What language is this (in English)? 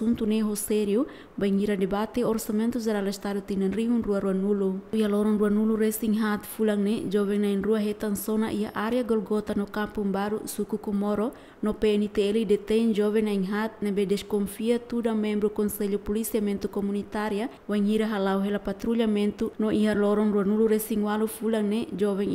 Tetum